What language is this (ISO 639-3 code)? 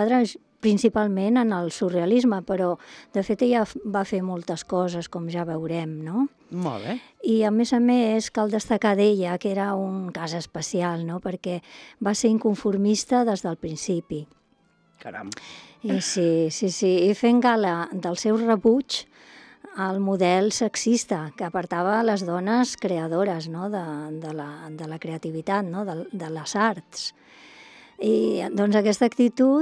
cat